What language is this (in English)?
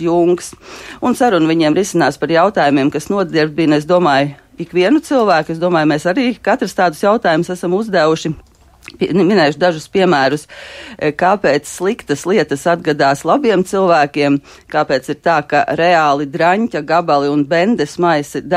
Latvian